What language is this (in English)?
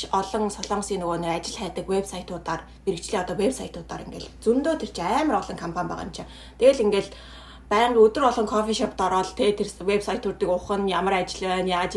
Mongolian